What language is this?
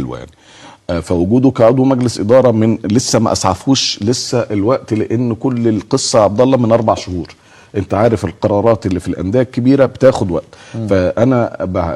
Egyptian Arabic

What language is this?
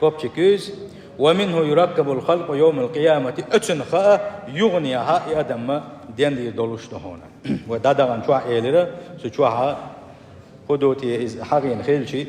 Chechen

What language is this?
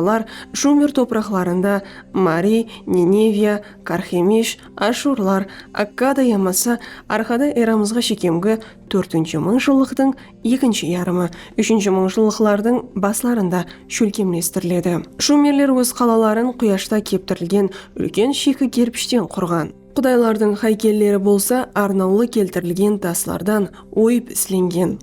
Kara-Kalpak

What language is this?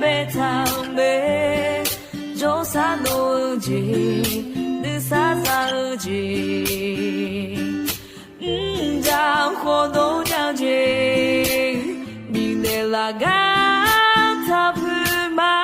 Akha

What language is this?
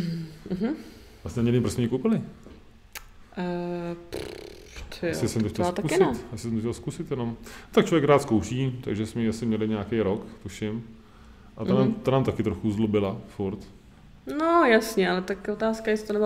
Czech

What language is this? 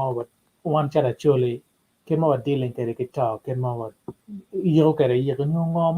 Acoli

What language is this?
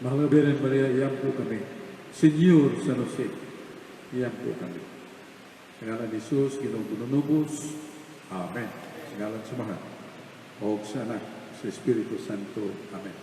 Cebuano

